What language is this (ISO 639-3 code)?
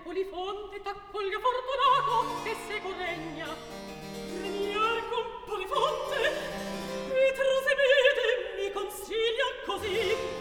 ita